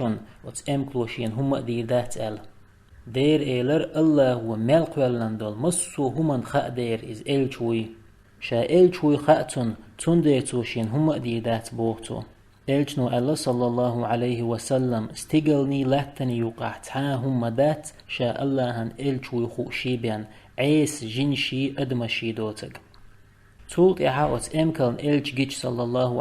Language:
Chechen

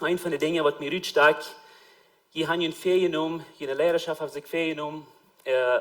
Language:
Plautdietsch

